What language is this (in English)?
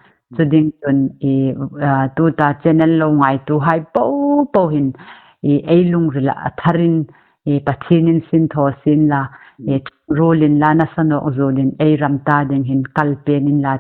Hmar